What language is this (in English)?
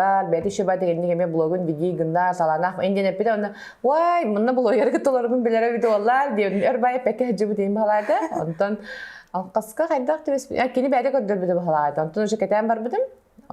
Yakut